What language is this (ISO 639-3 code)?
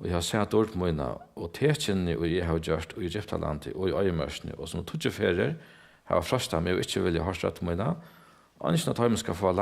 fao